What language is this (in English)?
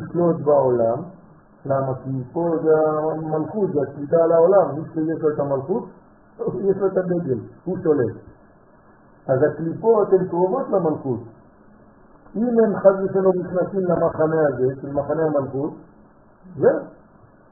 Hebrew